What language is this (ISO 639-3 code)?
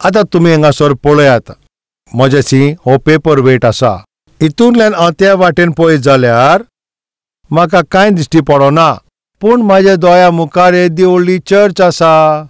kok